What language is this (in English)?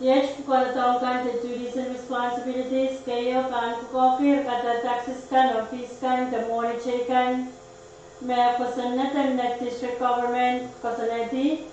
Pohnpeian